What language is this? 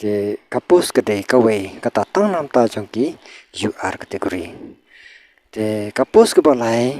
Khasi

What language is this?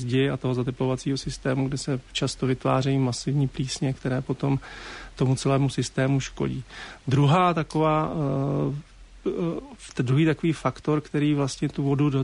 Czech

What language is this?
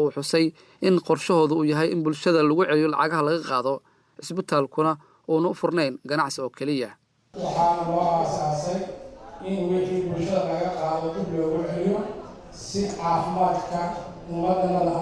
Somali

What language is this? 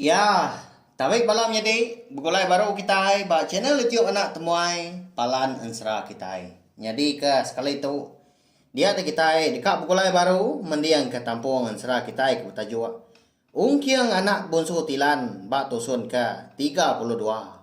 Iban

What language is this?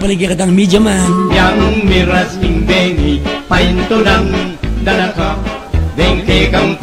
Pampanga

